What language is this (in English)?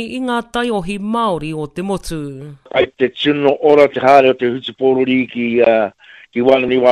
Māori